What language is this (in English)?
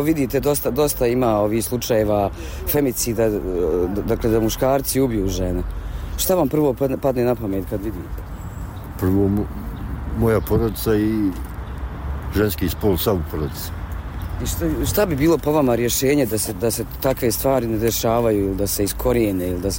Bosnian